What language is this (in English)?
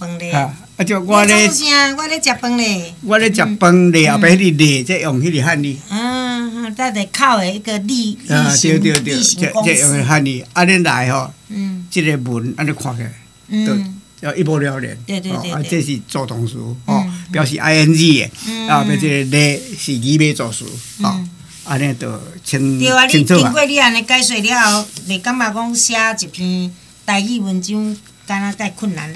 Min Nan Chinese